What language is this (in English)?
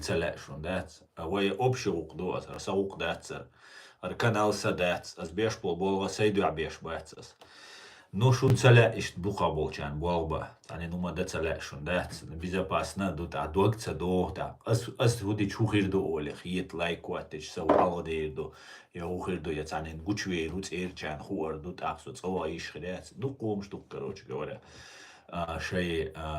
Chechen